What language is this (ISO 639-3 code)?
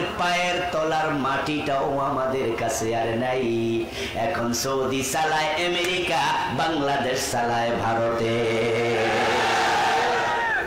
ben